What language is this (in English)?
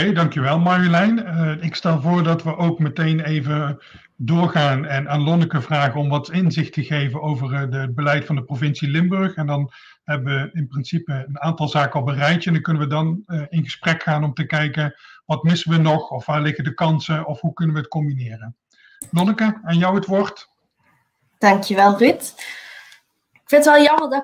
Dutch